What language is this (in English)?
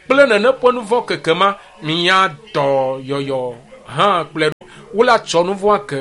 Ewe